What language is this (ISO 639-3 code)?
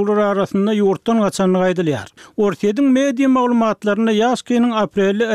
tuk